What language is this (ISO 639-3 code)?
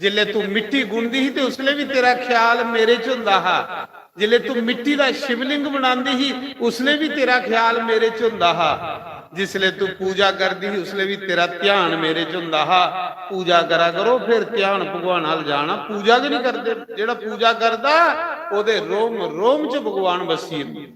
doi